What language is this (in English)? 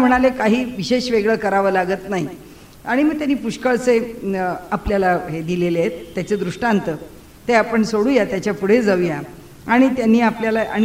Marathi